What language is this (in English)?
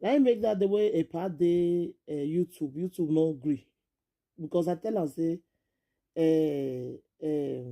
Nigerian Pidgin